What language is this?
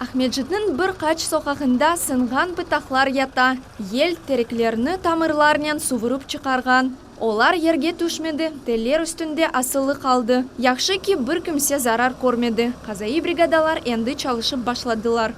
Crimean Tatar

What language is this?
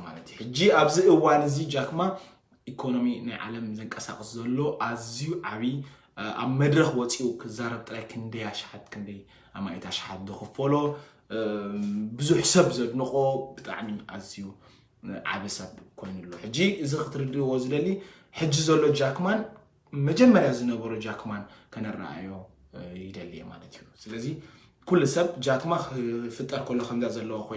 Tigrinya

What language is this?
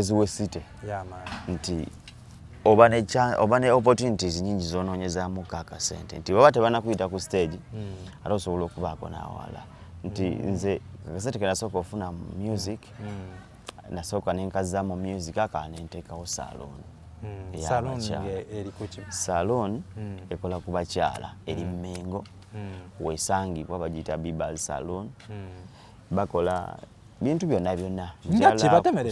Ganda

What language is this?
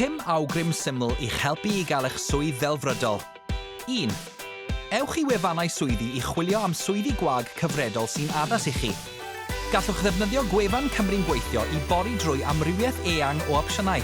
Welsh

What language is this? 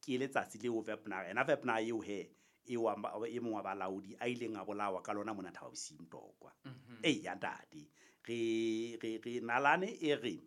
Southern Sotho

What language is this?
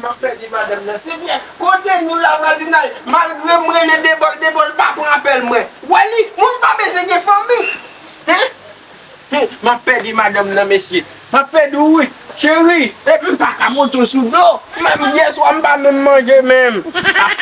Haitian Creole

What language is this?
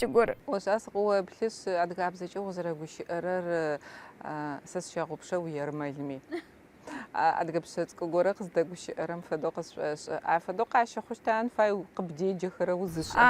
Adyghe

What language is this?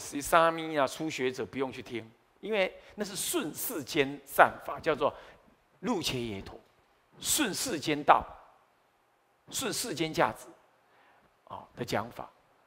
Chinese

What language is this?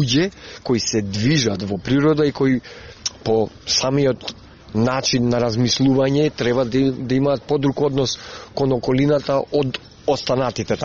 Macedonian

